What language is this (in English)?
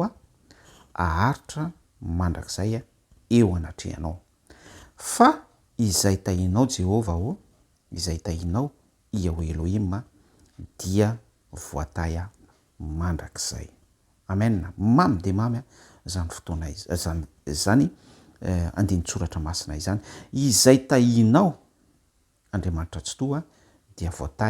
Malagasy